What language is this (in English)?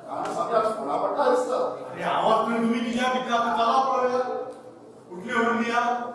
Konkani